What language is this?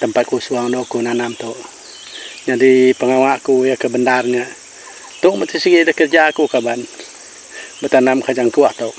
Iban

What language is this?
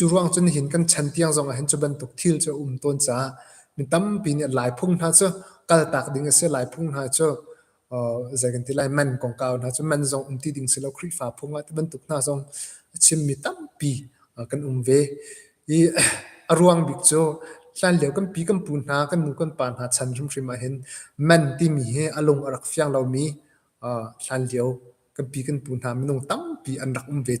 Hakha Chin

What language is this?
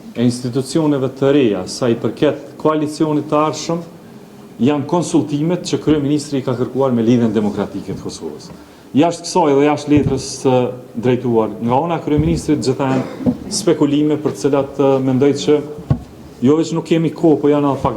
Albanian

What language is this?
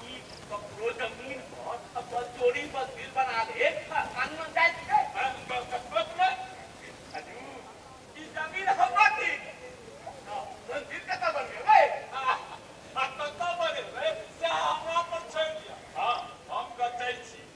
Maithili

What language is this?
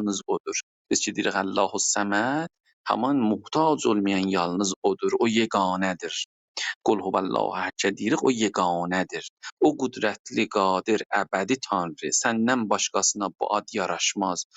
South Azerbaijani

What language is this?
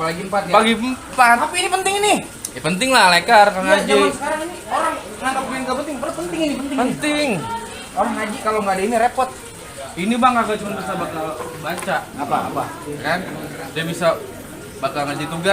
Betawi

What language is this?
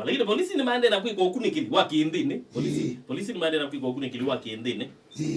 Kamba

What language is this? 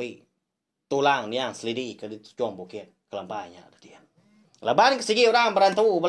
Iban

